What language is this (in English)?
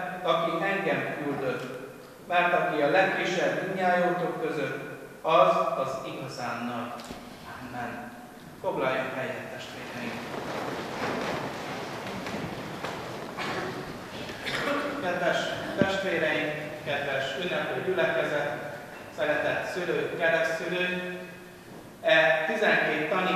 Hungarian